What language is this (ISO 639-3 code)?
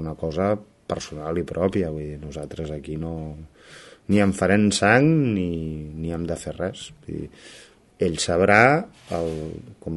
cat